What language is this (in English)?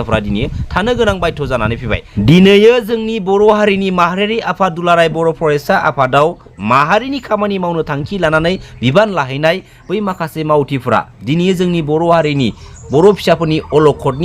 Bodo